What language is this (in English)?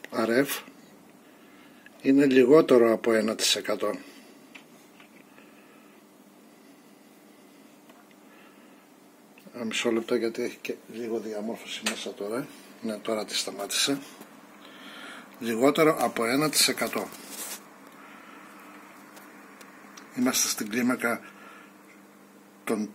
Greek